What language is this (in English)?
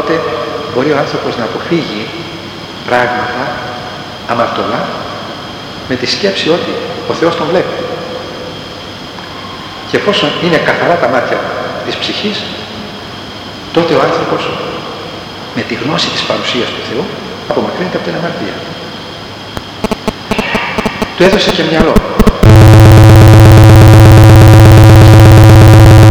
Greek